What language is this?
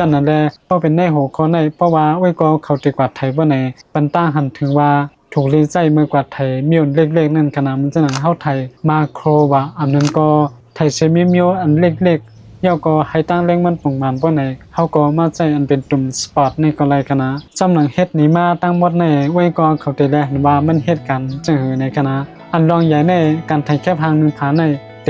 Shan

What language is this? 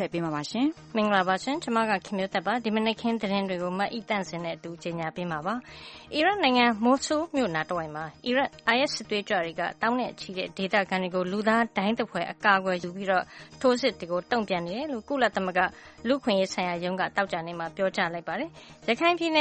Burmese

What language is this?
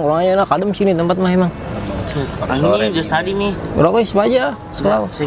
Betawi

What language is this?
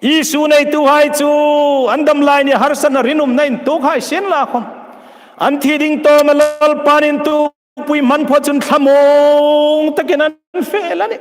Hmar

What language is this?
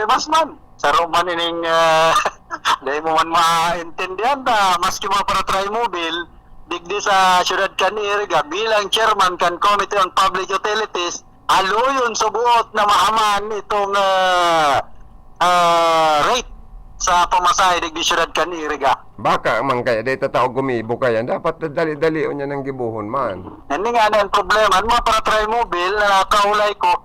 Bikol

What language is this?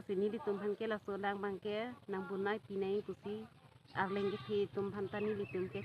Karbi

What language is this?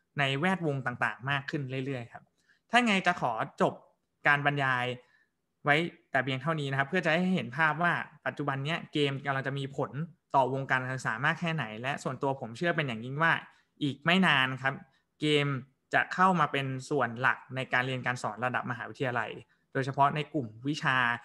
Thai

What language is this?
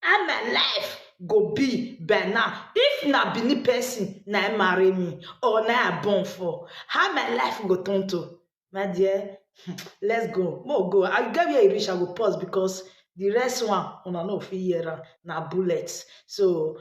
Nigerian Pidgin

